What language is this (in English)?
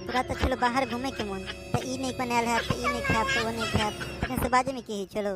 Maithili